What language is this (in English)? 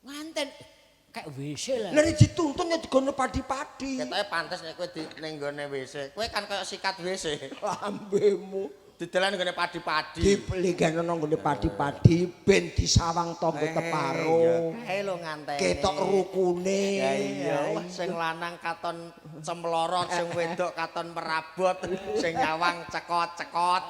Javanese